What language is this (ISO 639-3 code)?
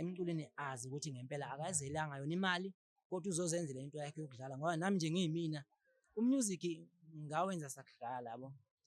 zul